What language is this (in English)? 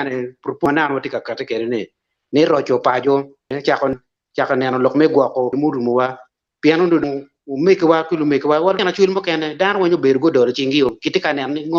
Acoli